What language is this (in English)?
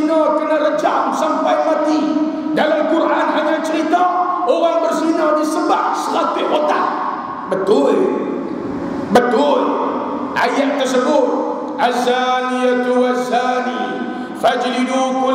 Malay